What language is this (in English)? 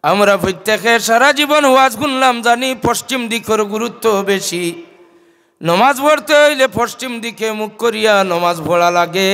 Sylheti